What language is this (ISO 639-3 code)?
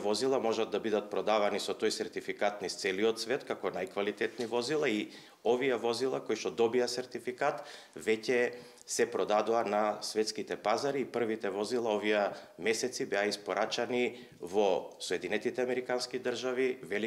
mkd